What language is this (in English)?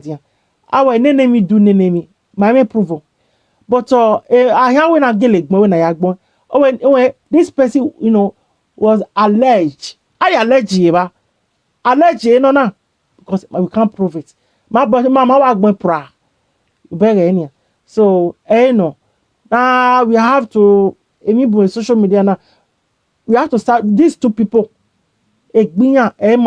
Nigerian Pidgin